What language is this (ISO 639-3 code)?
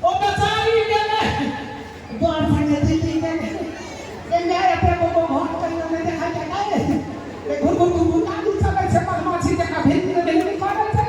mai